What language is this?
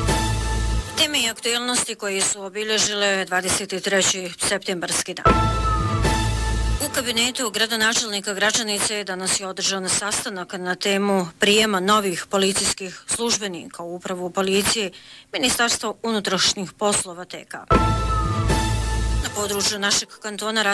Bosnian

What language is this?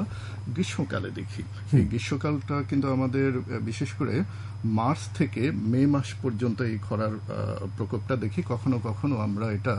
Bangla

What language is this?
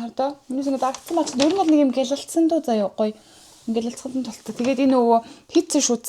Mongolian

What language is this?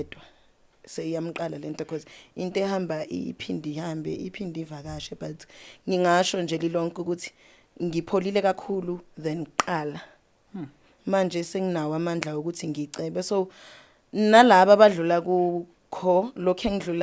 Zulu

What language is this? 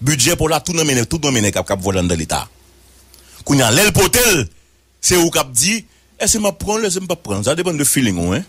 Haitian Creole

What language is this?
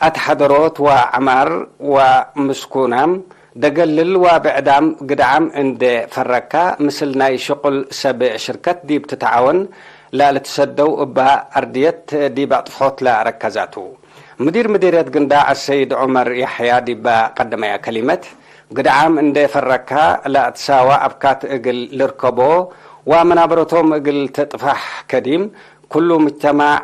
Tigre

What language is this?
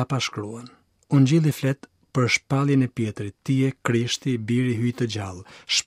Albanian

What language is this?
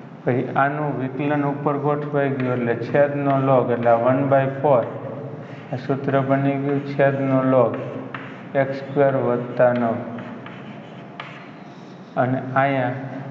Gujarati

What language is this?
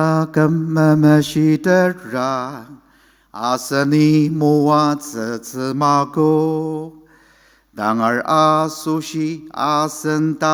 Ao Naga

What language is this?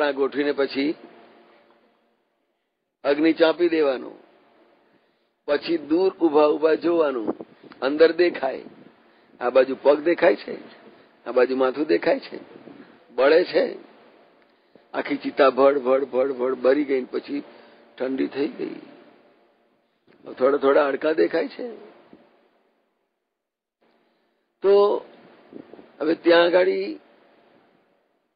Gujarati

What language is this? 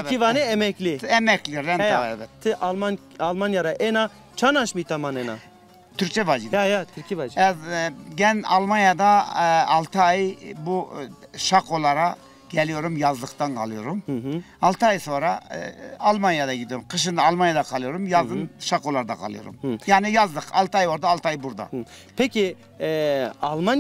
Zaza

